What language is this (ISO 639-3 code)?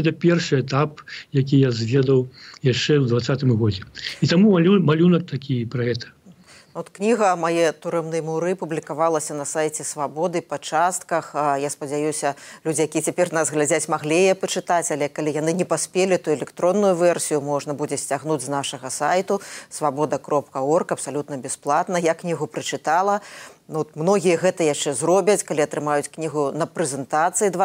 bel